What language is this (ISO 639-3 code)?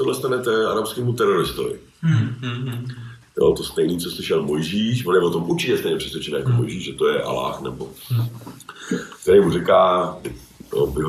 ces